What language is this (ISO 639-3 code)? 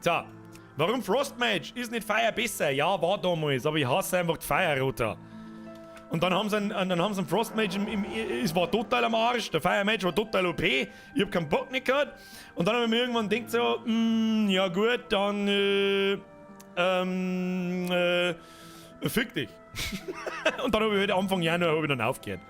bar